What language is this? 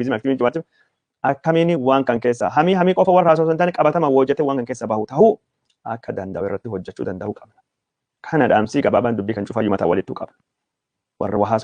Oromo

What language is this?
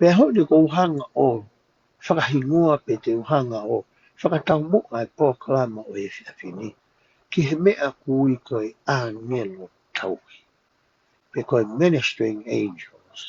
Tongan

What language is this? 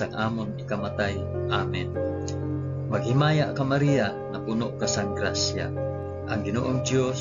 Hiligaynon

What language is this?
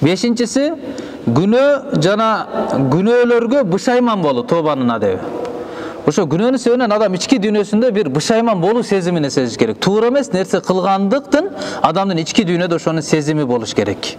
Kyrgyz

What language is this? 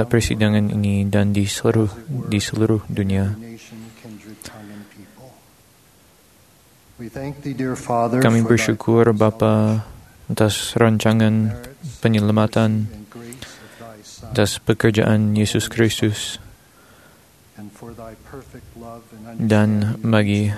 Malay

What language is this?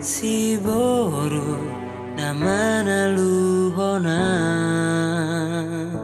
Batak Toba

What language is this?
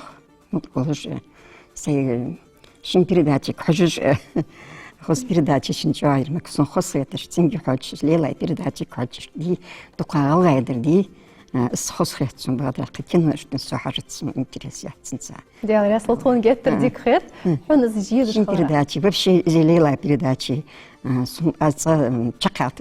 Ingush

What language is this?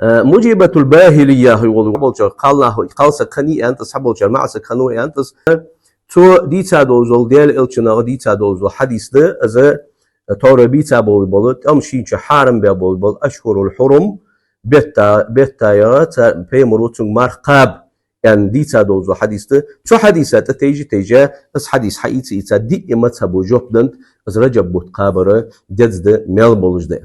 Ingush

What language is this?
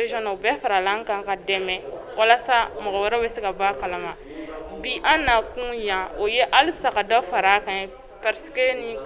Bambara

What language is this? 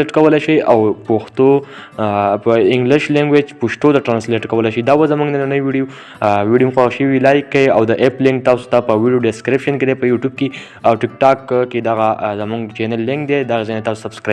Pashto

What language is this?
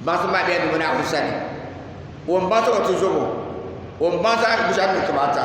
Dagbani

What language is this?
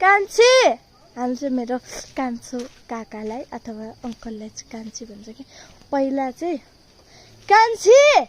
Nepali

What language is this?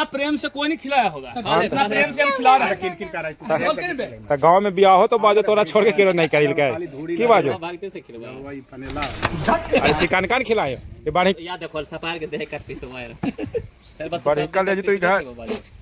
Magahi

